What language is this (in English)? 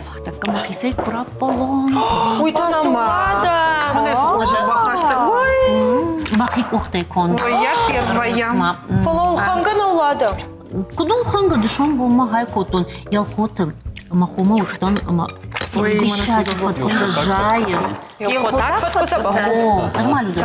Ossetic